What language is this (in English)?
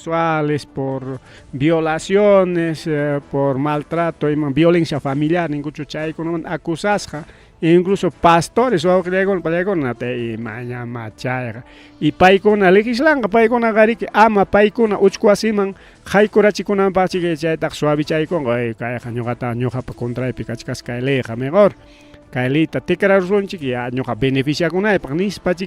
Ayacucho Quechua